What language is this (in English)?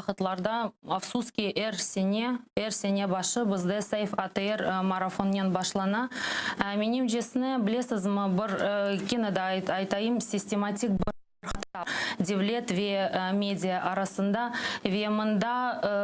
Crimean Tatar